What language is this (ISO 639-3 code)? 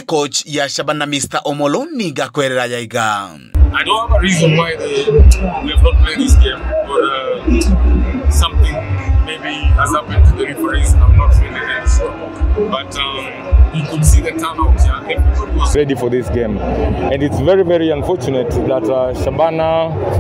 guz